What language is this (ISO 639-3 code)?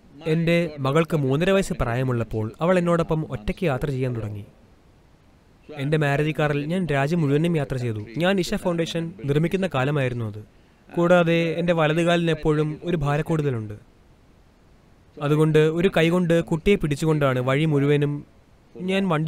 mal